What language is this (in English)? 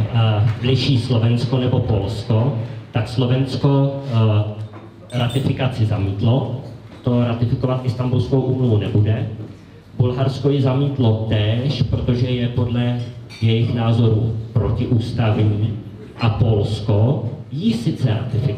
Czech